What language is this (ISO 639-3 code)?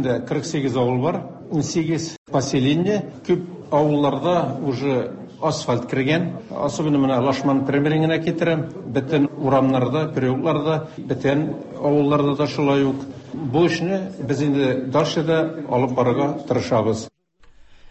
tat